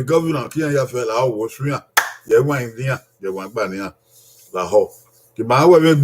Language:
Bini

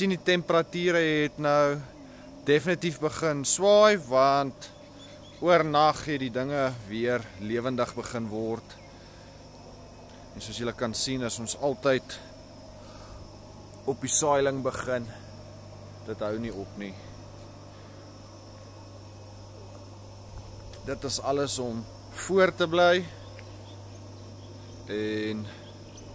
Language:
Afrikaans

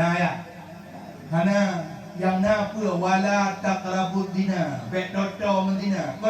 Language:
Achinese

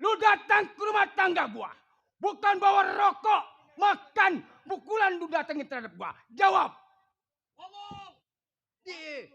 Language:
Betawi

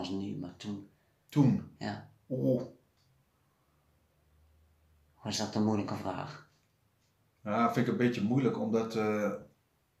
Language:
Dutch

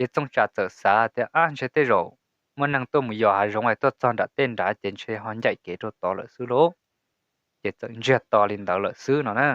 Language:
Hmong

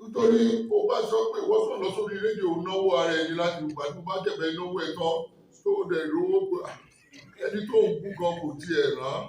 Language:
Yoruba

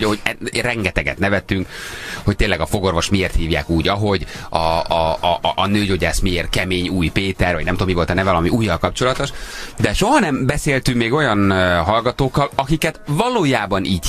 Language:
Hungarian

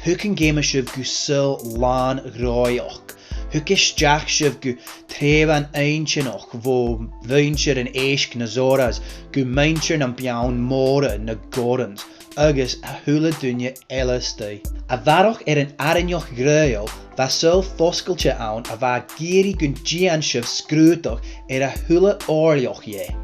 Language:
Scottish Gaelic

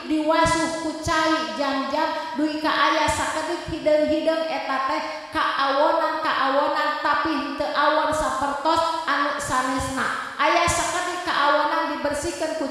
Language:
Sundanese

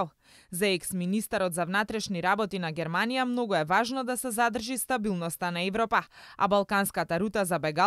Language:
Macedonian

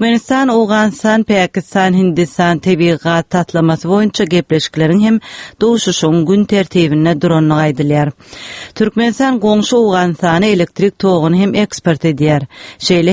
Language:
Turkmen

